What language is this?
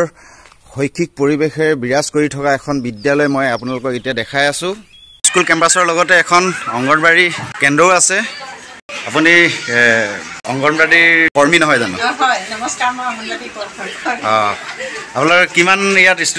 Assamese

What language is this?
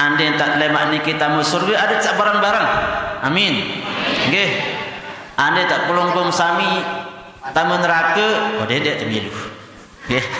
Sasak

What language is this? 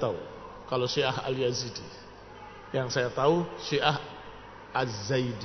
Indonesian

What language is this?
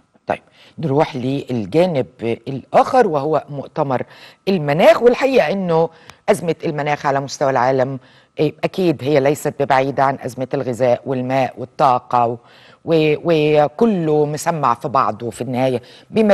Egyptian Arabic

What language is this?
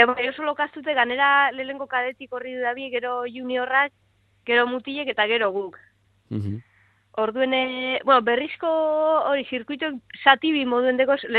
Basque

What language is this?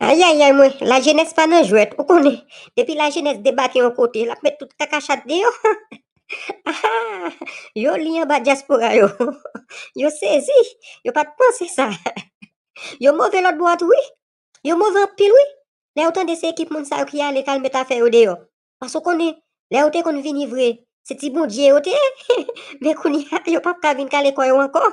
Haitian Creole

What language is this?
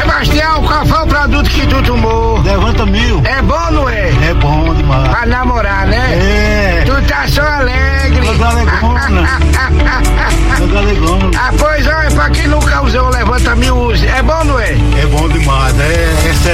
Portuguese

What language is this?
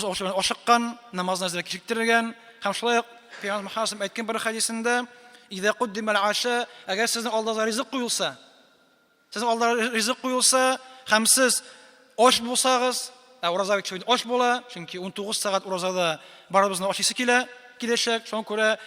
Tatar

